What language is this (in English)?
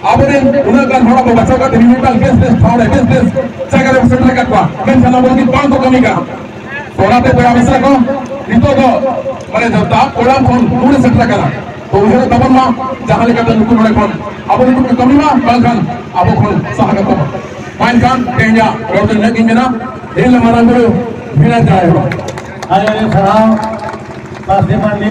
Santali